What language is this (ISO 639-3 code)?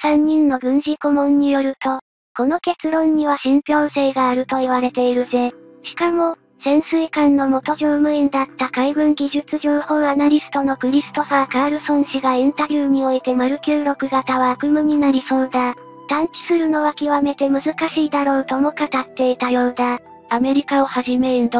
jpn